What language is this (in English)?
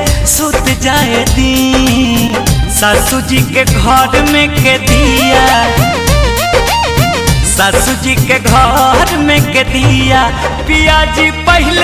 Bhojpuri